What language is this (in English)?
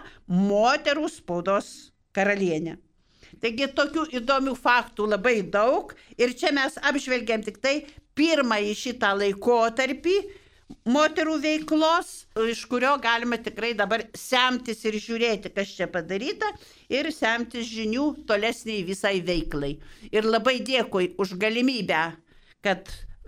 Lithuanian